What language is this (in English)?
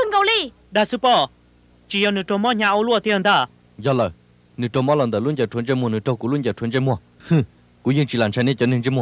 Hmong